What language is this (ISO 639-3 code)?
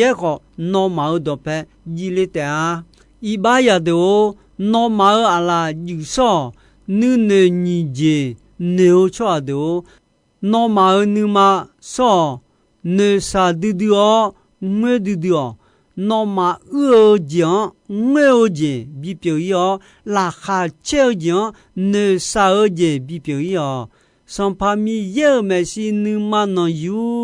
ahk